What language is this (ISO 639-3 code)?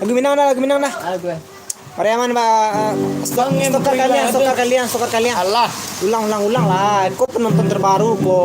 min